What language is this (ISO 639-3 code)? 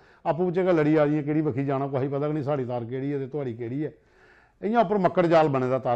doi